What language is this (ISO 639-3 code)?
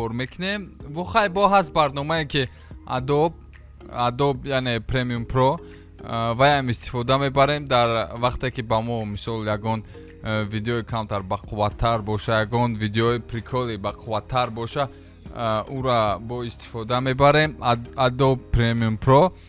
tgk